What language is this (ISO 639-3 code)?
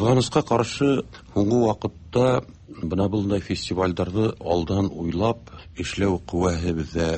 tat